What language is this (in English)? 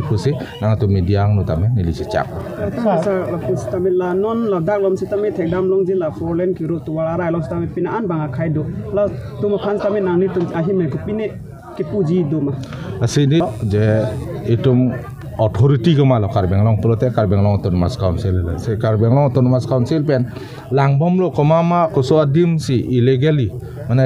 Karbi